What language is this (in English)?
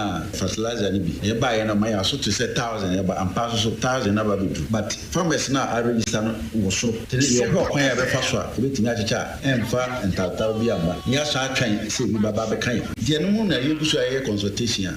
Akan